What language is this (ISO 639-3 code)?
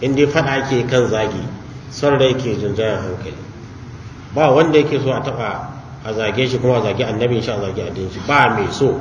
hau